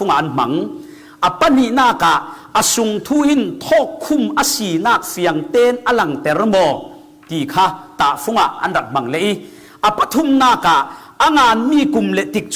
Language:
Falam Chin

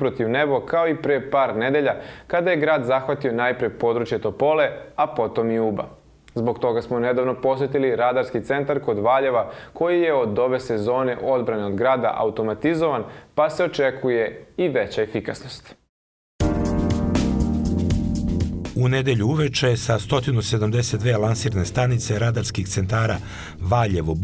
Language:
Serbian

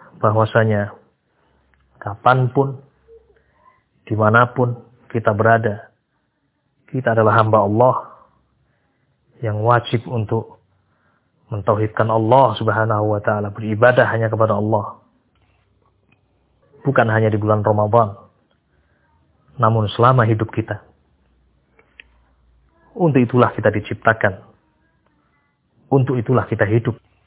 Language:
Indonesian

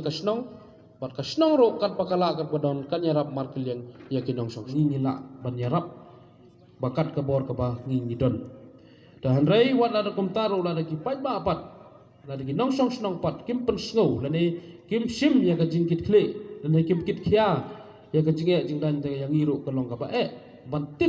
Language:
Khasi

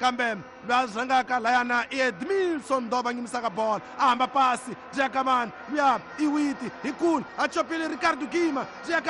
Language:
Tsonga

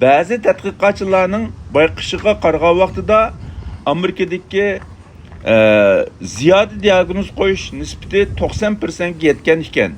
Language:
Uyghur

